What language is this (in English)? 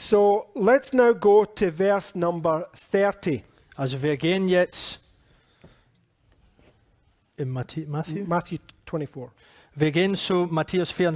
German